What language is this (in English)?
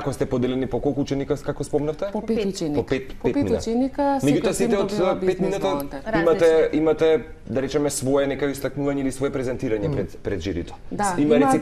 Macedonian